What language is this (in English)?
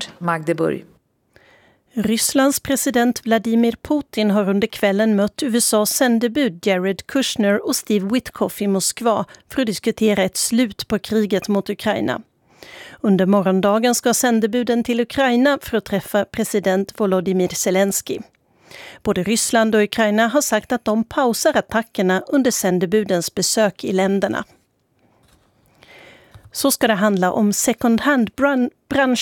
Swedish